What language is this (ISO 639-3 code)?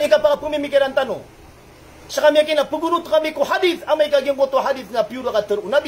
mrw